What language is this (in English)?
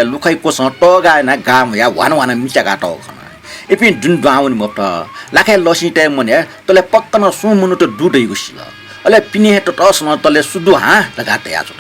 Newari